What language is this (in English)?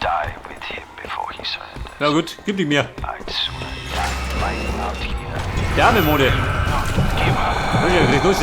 Bavarian